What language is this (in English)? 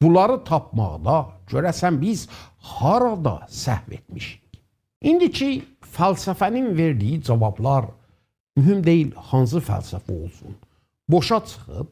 South Azerbaijani